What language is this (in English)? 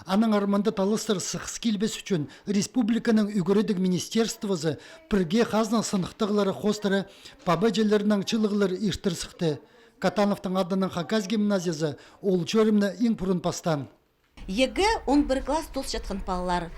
Khakas